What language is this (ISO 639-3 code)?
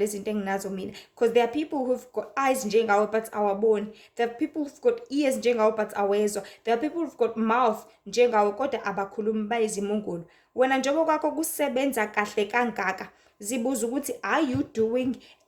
zul